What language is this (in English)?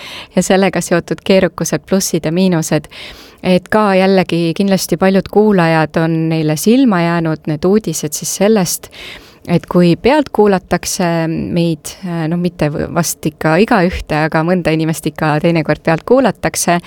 Estonian